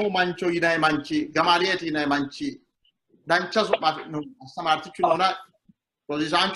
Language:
Sidamo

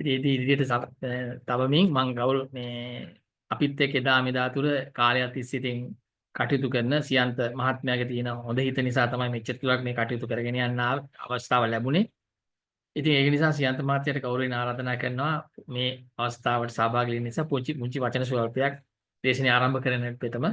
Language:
Sinhala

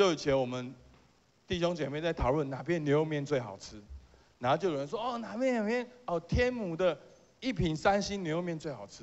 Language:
Chinese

